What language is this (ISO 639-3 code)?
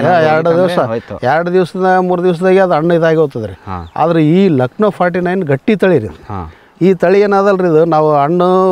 kan